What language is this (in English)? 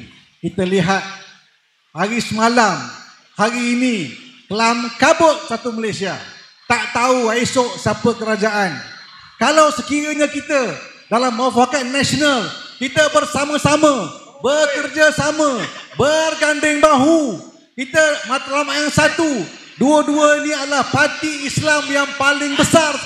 Malay